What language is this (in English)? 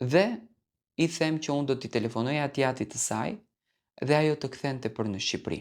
Albanian